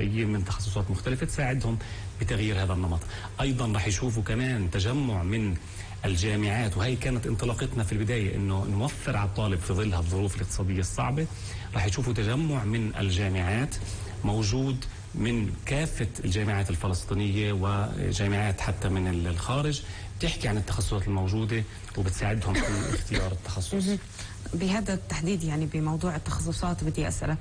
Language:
North Levantine Arabic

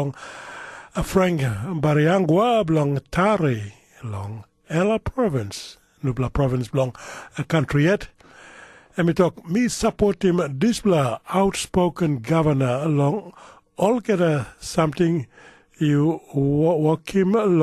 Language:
Tok Pisin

